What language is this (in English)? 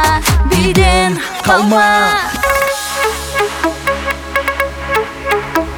Kazakh